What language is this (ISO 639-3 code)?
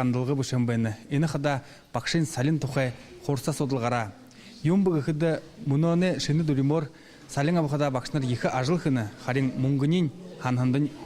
bua